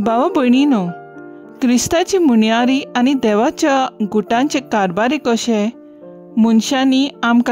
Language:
Konkani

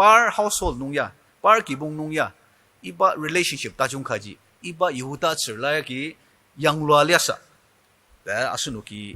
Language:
Ao Naga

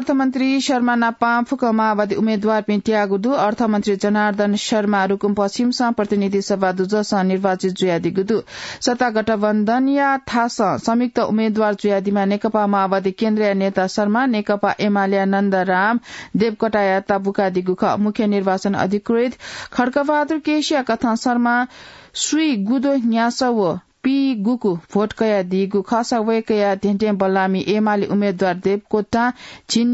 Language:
Newari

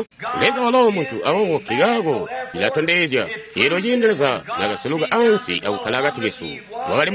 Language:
Tonga (Zambia)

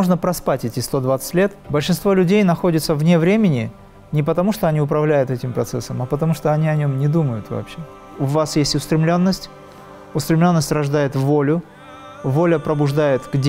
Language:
Russian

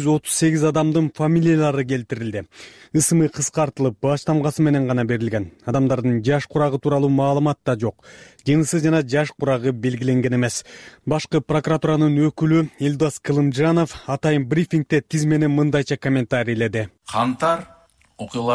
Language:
Kyrgyz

